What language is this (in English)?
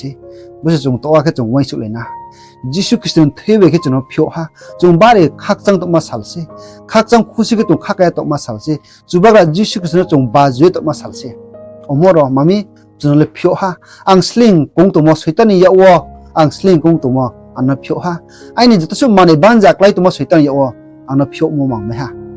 Riang (India)